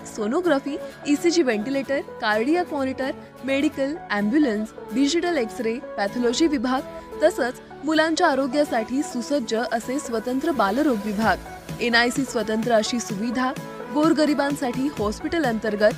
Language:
Marathi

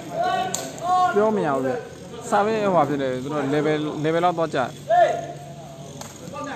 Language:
Burmese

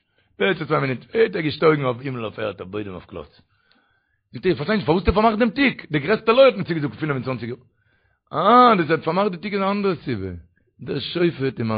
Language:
Yiddish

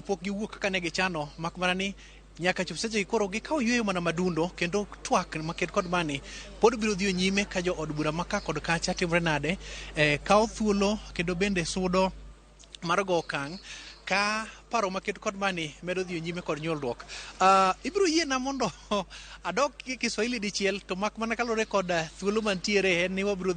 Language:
Luo (Kenya and Tanzania)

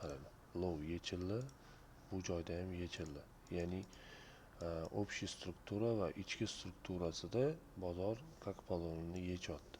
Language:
Uzbek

